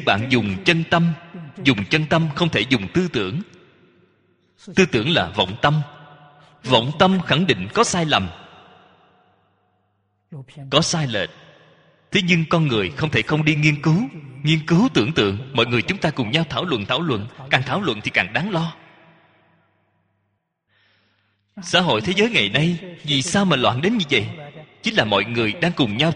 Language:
Vietnamese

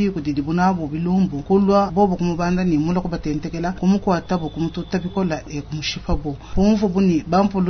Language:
Luba-Lulua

